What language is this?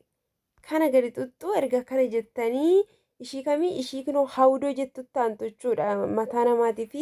Oromo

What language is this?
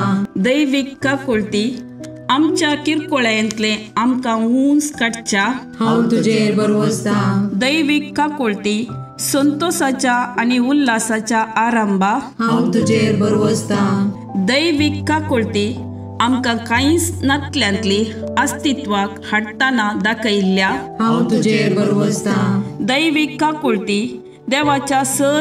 Konkani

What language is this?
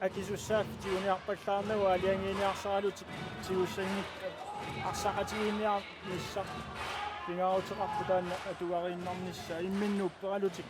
Kalaallisut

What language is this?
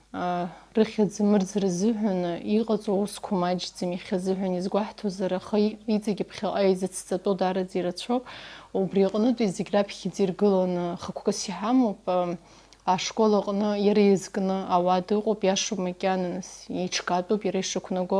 Abkhazian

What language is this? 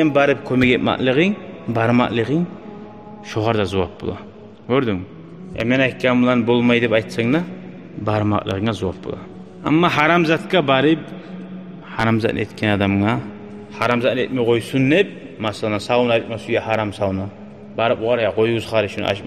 Kumyk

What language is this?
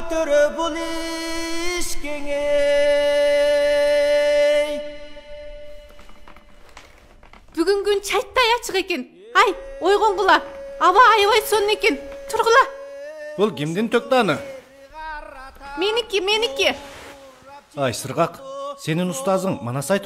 Kyrgyz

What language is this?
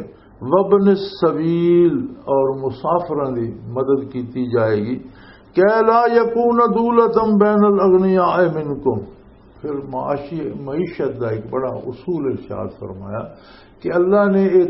Western Panjabi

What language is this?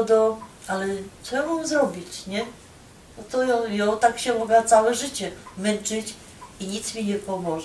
Silesian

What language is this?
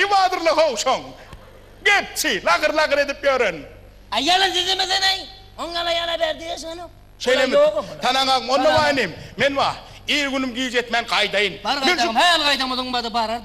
Turkmen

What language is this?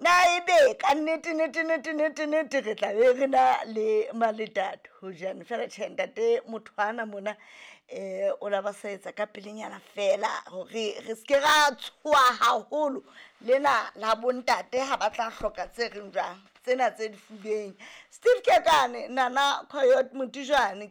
Southern Sotho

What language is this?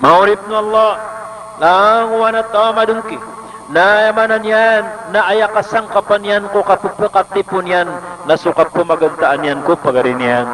Maranao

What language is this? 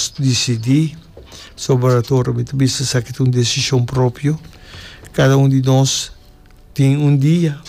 Papiamento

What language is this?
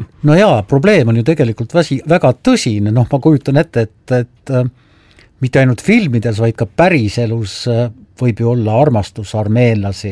Estonian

